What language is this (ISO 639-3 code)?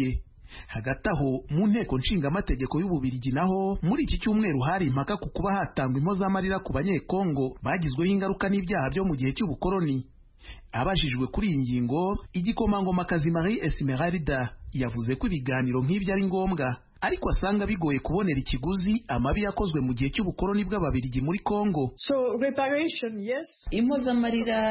kin